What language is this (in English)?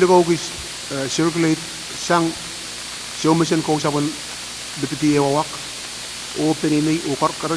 Pohnpeian